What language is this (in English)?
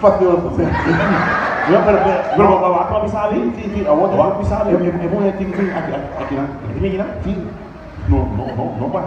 Papiamento